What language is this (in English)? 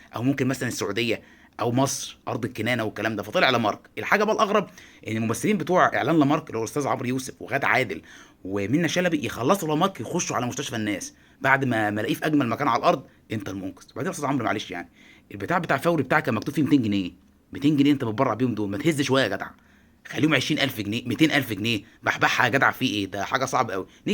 Egyptian Arabic